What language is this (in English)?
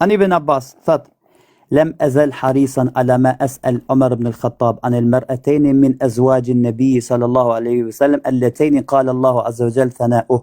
Albanian